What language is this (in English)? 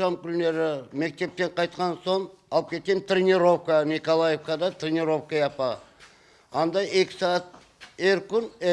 Crimean Tatar